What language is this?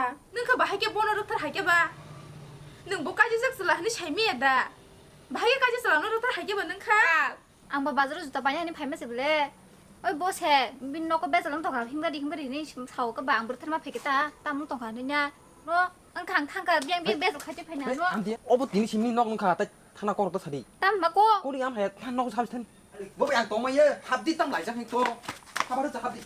Kok Borok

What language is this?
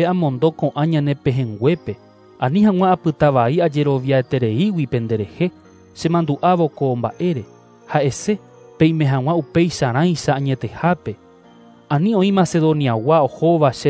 Guarani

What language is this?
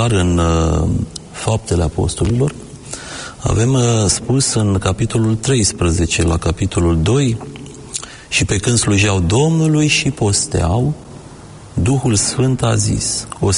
Romanian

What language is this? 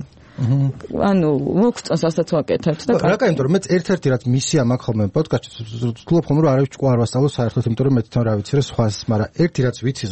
Georgian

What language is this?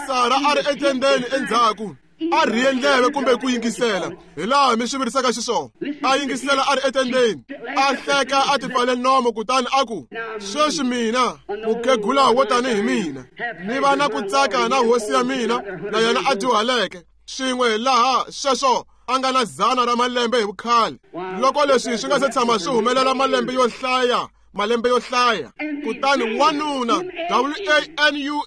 Tsonga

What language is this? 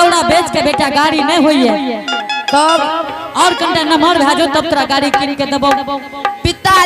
Angika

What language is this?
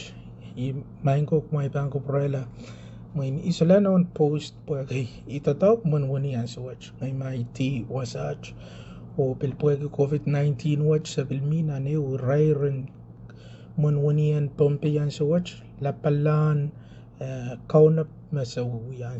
Pohnpeian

